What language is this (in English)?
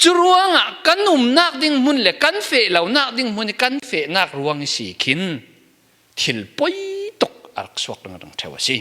Falam Chin